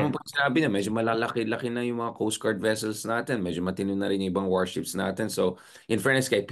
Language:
Filipino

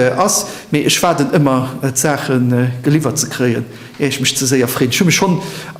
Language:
Luxembourgish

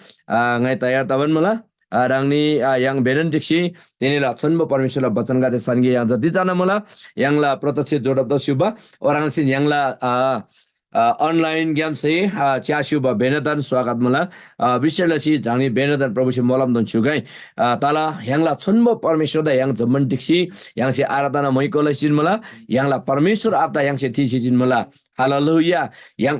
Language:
Eastern Tamang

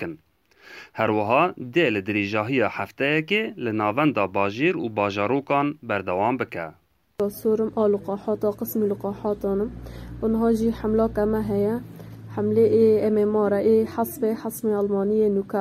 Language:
Kurdish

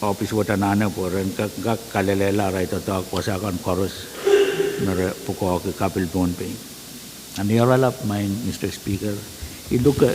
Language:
Pohnpeian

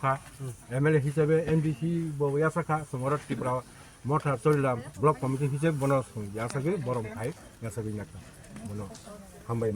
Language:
Kok Borok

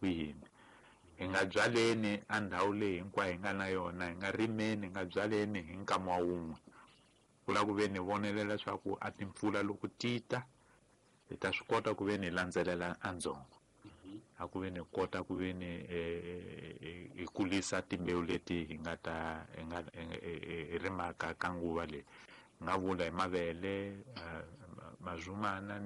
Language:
Tsonga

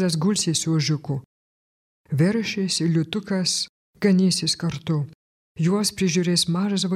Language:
Lithuanian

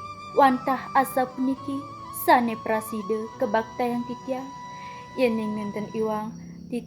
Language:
Balinese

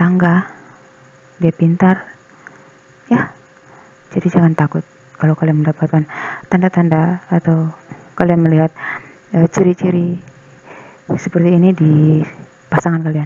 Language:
Indonesian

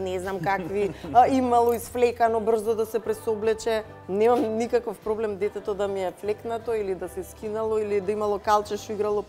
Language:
Macedonian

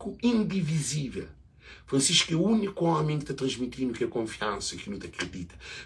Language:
Kabuverdianu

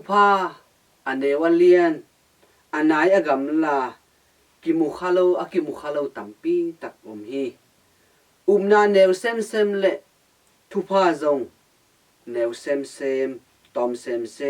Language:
Tedim Chin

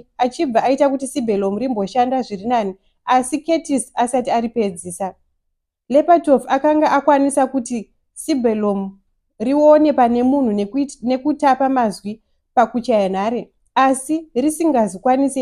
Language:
Shona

